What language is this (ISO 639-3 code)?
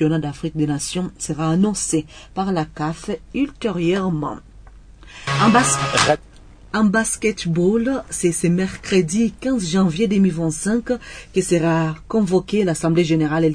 fra